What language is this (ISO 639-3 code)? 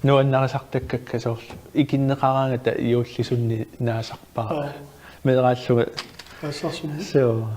kal